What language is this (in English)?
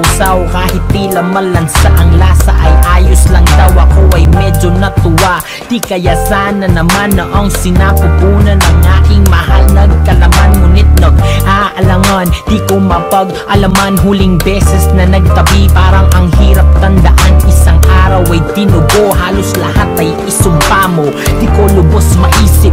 Filipino